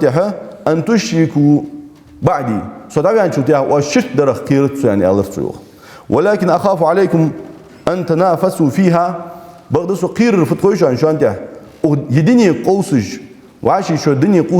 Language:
Ingush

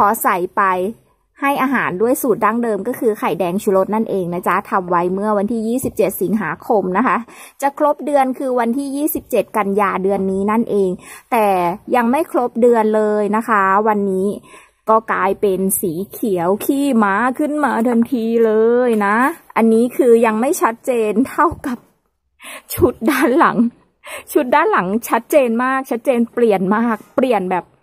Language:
Thai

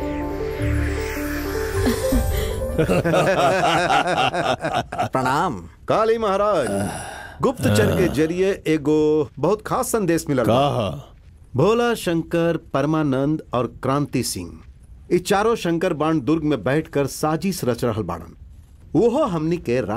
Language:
Bhojpuri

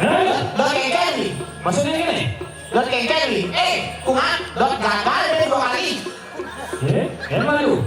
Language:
Balinese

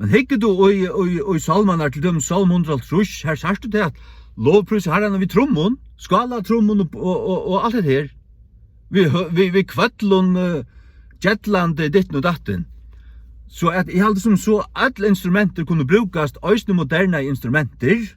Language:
Faroese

